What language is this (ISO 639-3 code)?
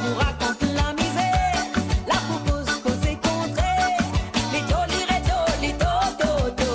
mfe